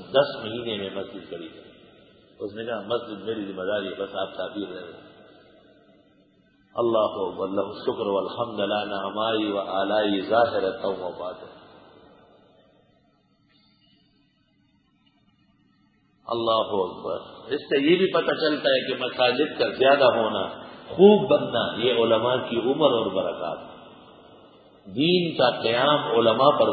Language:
Urdu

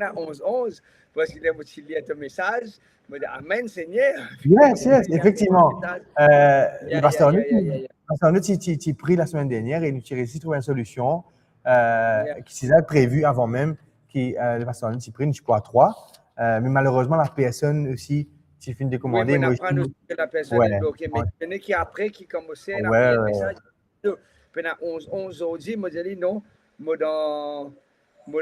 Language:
Morisyen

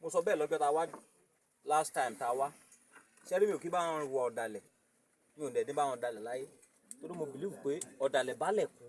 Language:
Yoruba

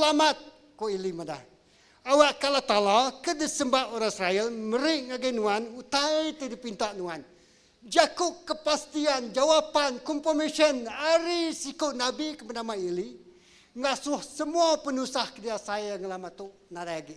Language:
Iban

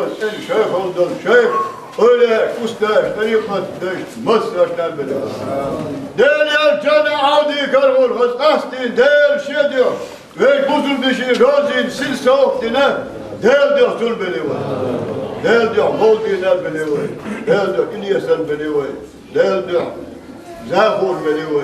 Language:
Chechen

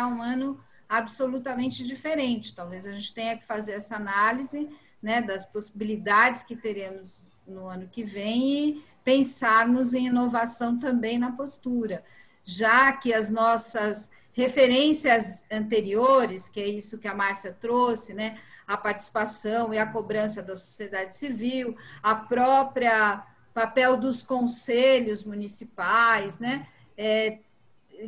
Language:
Portuguese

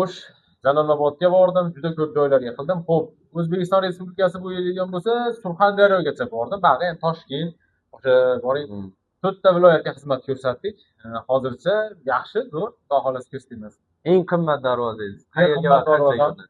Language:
Uzbek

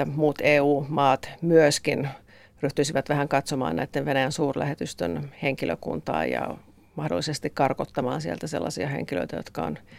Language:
Finnish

